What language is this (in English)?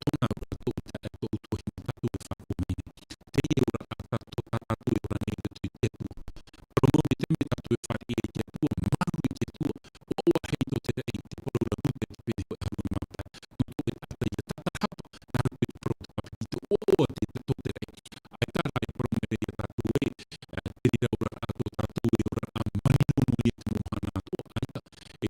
Tahitian